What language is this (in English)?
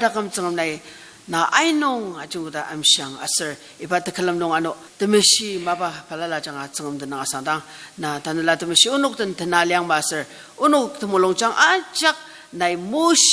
Ao Naga